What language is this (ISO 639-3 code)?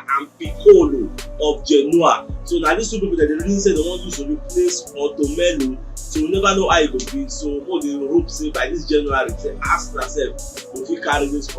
pcm